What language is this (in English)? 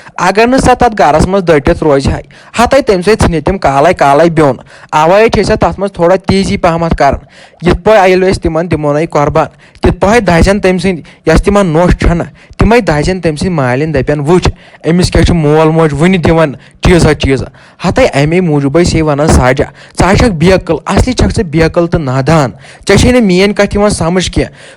Kashmiri